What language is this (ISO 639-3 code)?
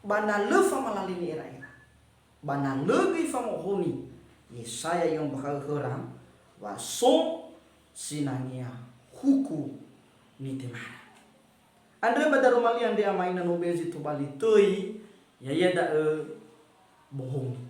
nia